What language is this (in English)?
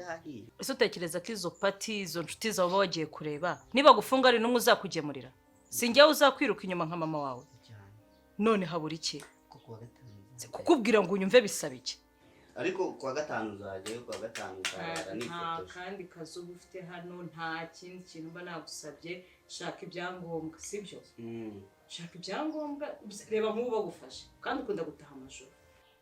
Kinyarwanda